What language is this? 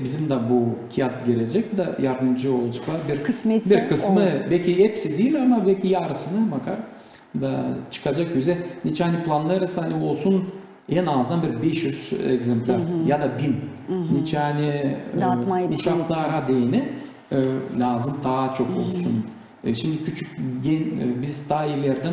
Gagauz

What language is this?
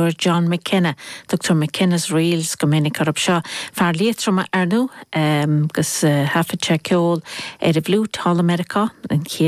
Irish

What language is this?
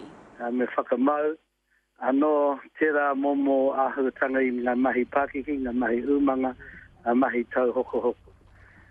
Māori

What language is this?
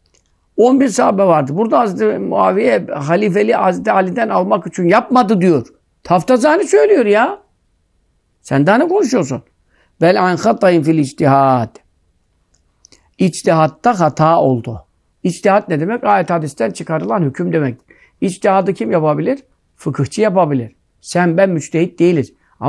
Turkish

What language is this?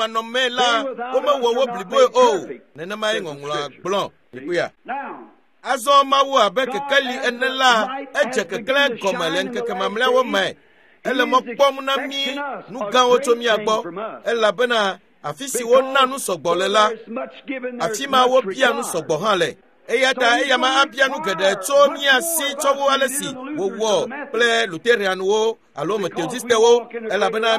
Ewe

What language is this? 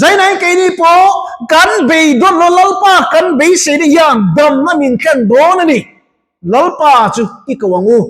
Mizo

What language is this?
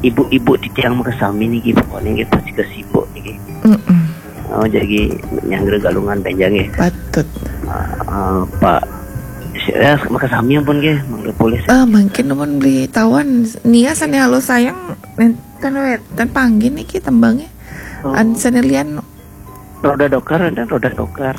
Balinese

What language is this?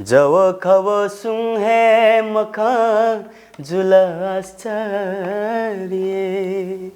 Newari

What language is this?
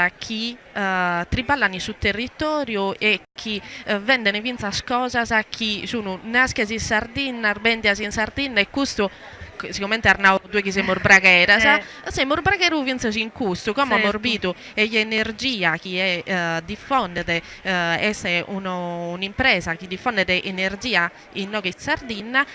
Sardinian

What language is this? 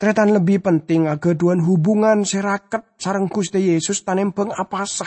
Madurese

